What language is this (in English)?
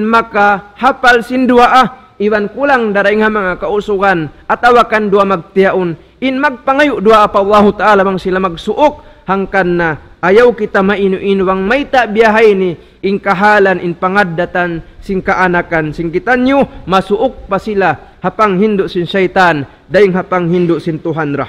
Tausug